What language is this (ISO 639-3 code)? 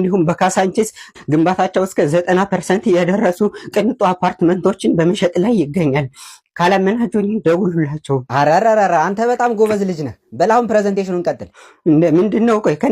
amh